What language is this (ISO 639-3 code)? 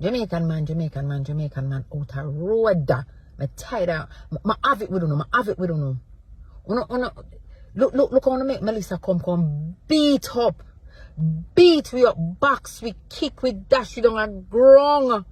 jam